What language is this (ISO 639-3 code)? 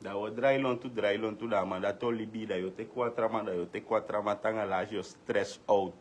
srn